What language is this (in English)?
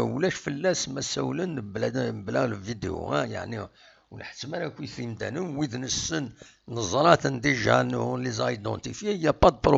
Kabyle